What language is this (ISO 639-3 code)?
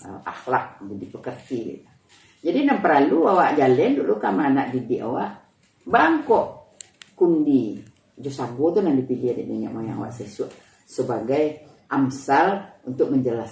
min